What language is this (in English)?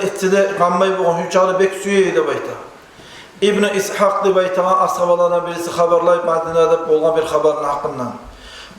Kumyk